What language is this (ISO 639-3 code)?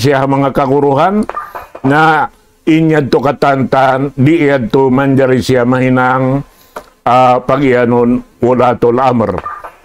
tsg